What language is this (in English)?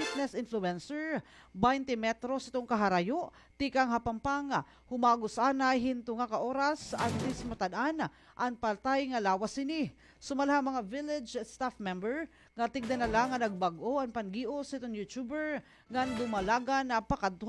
Waray